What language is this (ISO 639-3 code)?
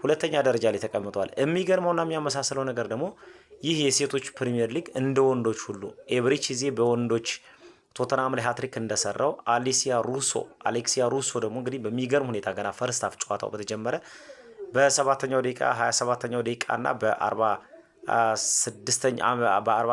amh